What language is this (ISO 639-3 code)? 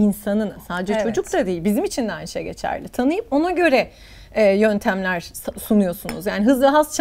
tur